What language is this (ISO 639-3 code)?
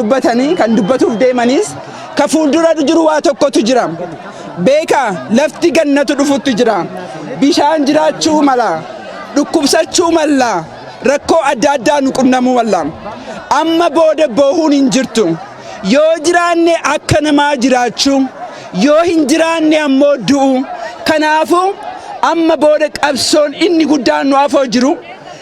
orm